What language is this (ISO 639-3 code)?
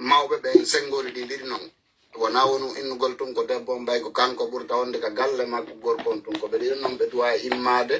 fuf